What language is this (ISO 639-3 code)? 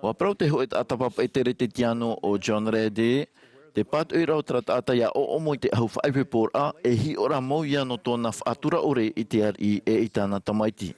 tah